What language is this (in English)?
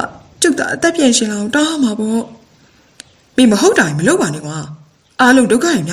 Burmese